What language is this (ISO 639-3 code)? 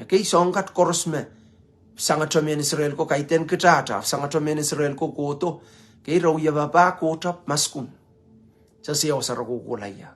pon